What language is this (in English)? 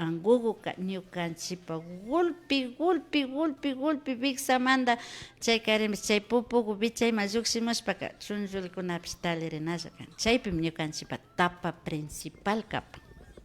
Imbabura Highland Quichua